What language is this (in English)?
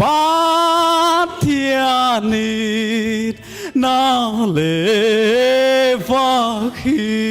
Paite Chin